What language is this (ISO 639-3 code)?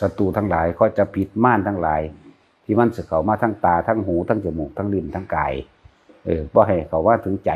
tts